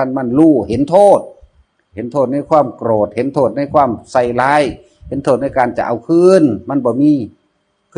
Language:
Northeastern Thai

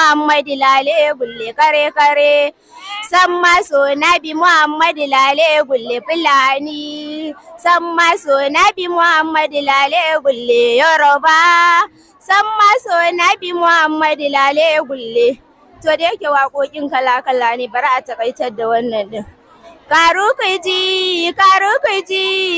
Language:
Hausa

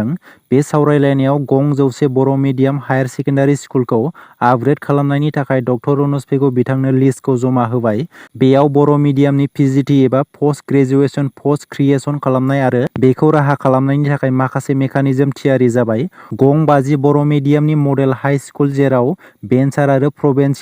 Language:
Bodo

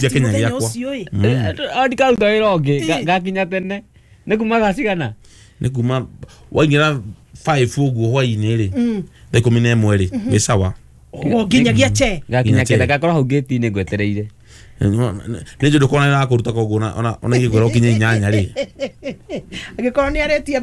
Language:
Kikuyu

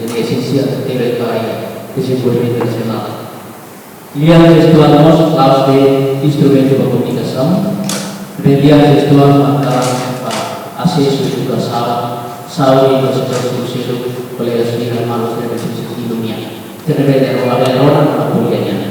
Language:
Tetum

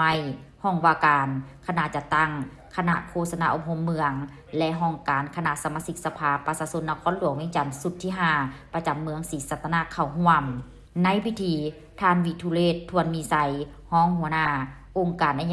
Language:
Lao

